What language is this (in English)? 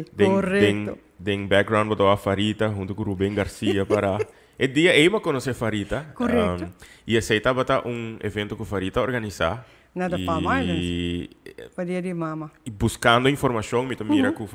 Papiamento